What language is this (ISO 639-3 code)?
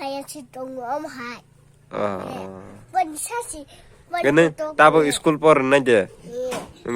trp